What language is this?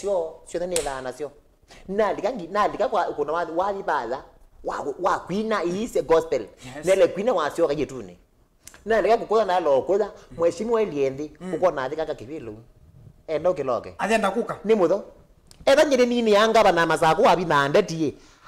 Kamba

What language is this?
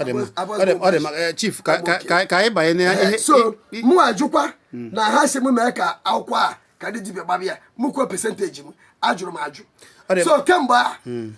Igbo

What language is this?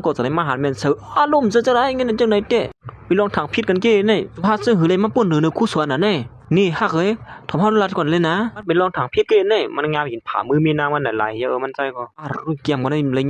Shan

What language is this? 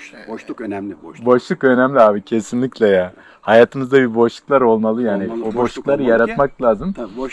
Turkish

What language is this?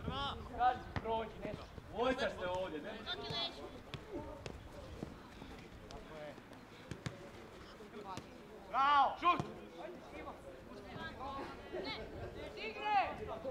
Croatian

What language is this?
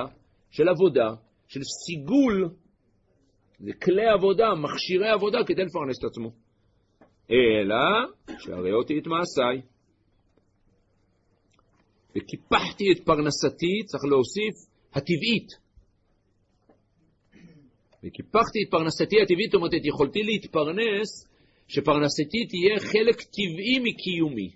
Hebrew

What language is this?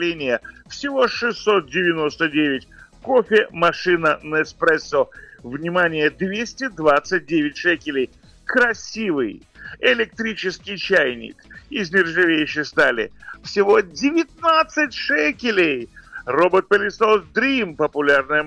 Russian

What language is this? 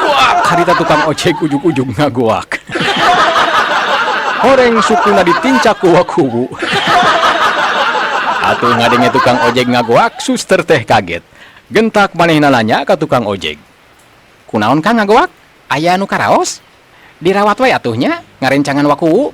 Sundanese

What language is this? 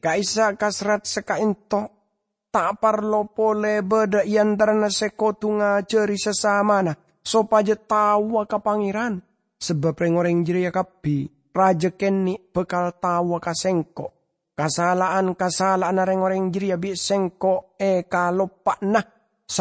Madurese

